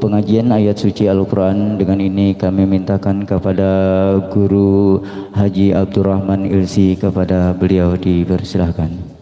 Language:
Banjar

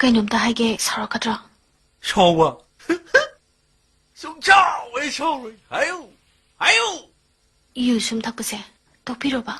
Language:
Manipuri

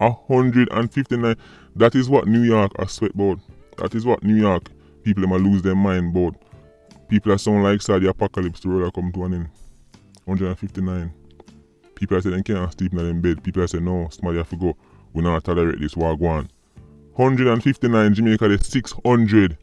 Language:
Jamaican Creole English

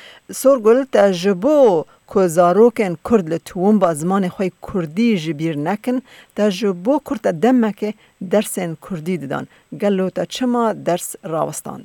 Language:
Kurdish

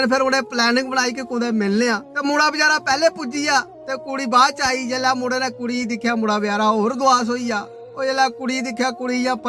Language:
Dogri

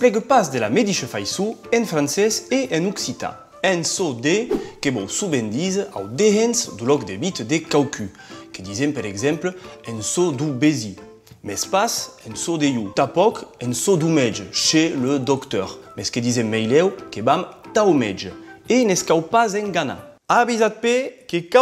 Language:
Occitan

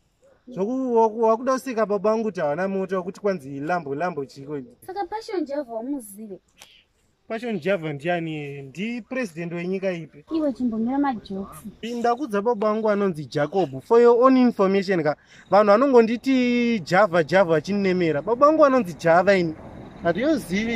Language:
Shona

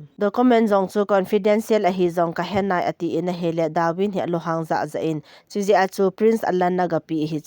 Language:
Thado Chin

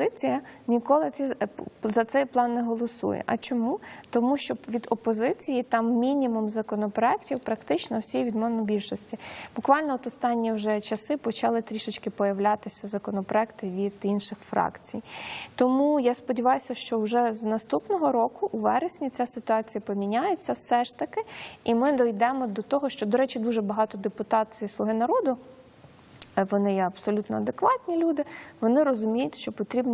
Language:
Ukrainian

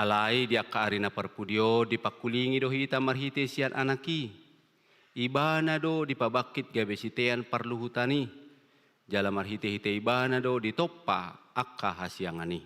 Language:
Batak Toba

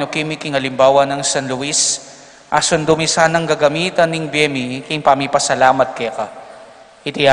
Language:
Pampanga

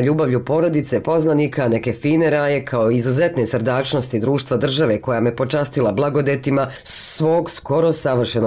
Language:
Bosnian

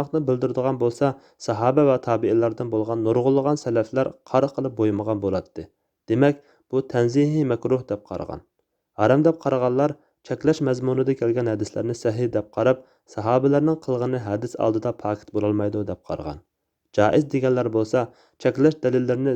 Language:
Uyghur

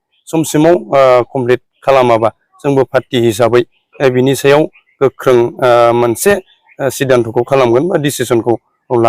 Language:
Bodo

